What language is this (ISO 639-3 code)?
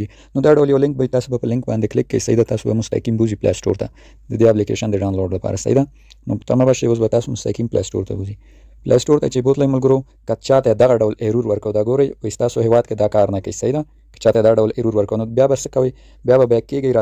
pus